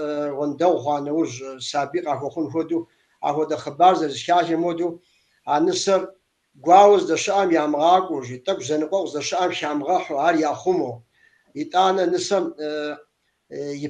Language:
Kabardian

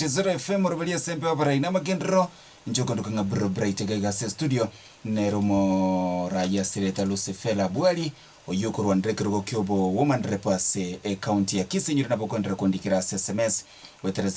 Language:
Gusii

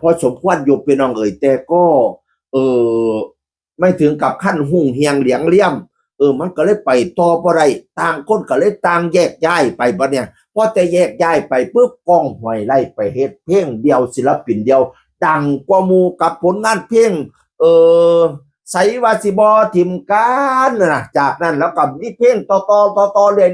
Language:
Northeastern Thai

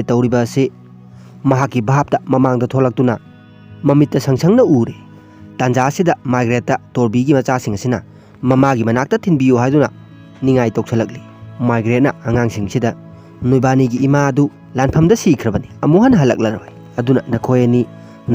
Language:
Manipuri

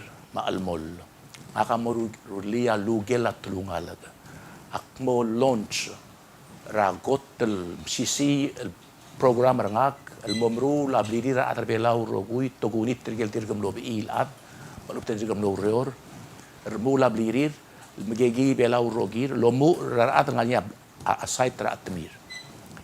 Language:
Palauan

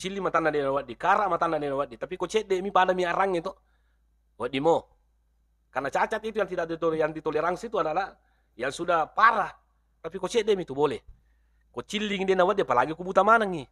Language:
Buginese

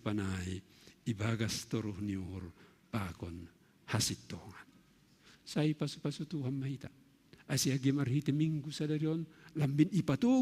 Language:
Batak Simalungun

